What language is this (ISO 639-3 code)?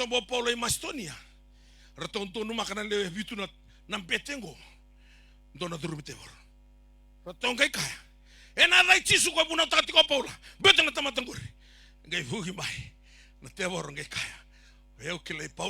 fij